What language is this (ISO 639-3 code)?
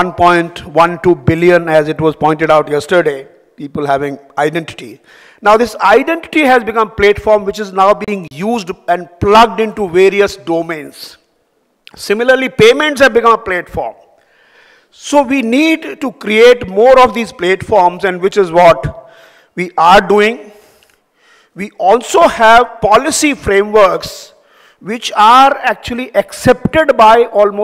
eng